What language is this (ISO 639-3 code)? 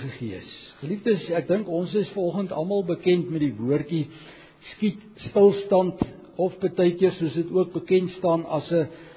afr